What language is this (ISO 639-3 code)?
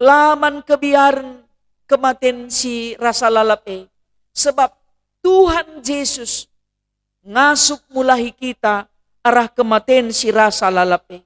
btx